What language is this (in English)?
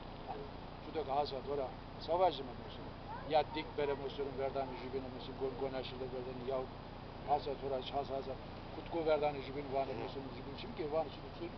Zaza